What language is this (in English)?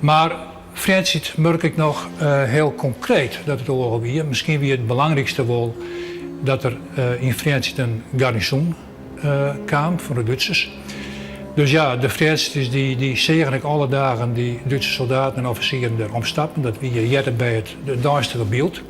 Western Frisian